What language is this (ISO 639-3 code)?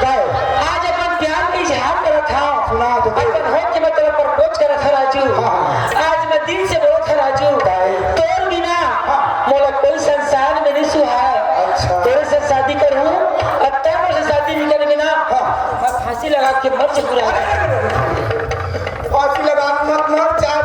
hne